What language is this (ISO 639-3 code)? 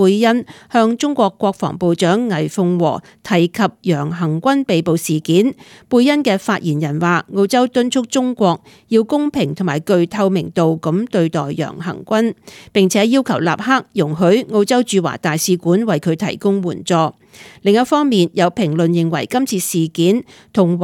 yue